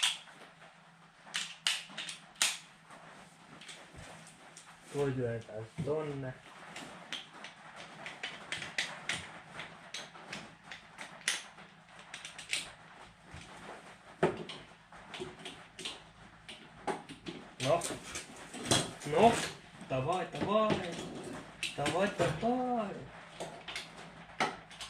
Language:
Finnish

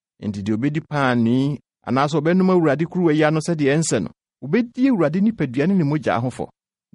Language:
Akan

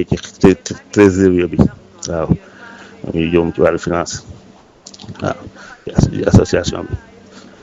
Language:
Wolof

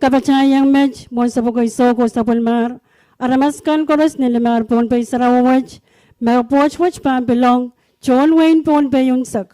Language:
Pohnpeian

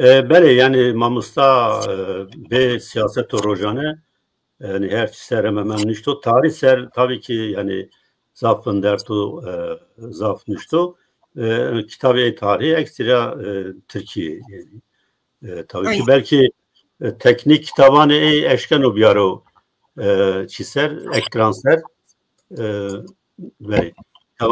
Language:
Zaza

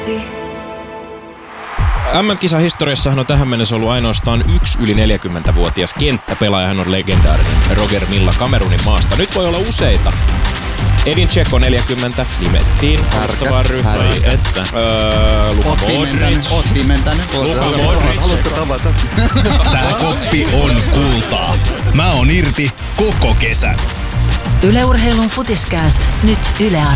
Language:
Finnish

